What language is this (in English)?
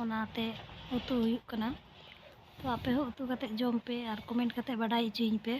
Santali